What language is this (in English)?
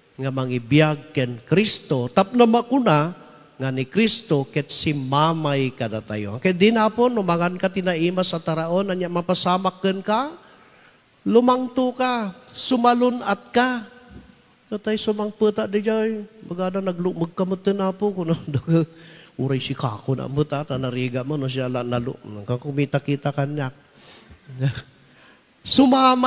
Iloko